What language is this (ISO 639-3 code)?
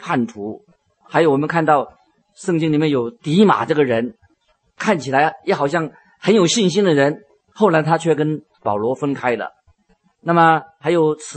zho